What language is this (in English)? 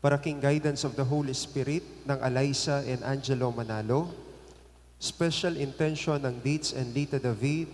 Pampanga